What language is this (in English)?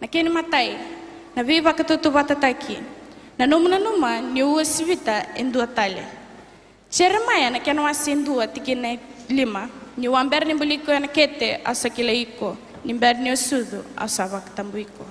Fijian